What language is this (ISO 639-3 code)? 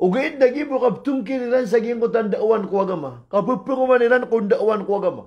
mrw